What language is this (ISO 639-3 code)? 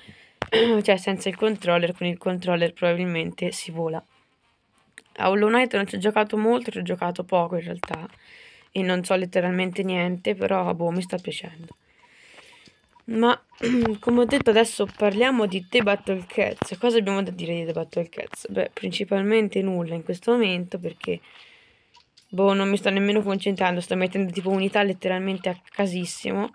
ita